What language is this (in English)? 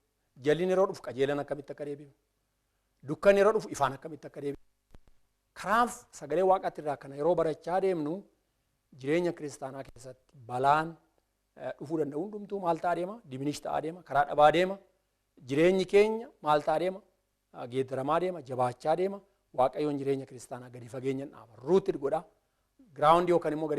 Oromo